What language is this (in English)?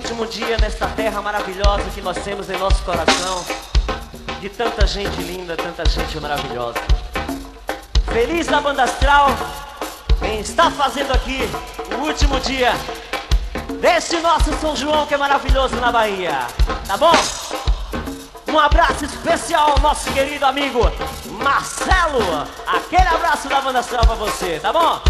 Portuguese